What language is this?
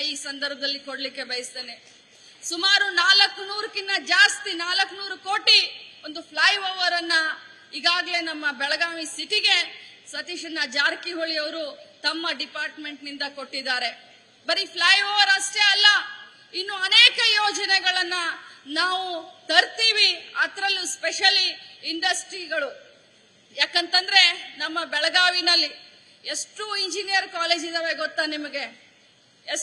Kannada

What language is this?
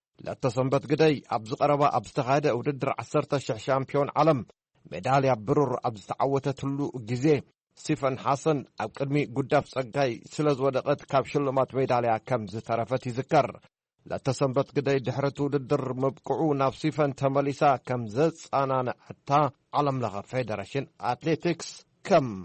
Tigrinya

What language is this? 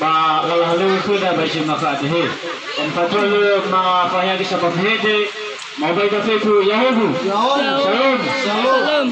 Nias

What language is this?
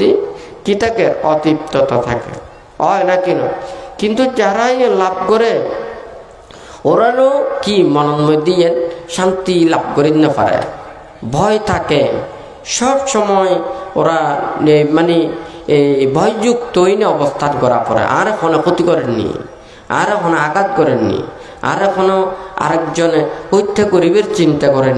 Bangla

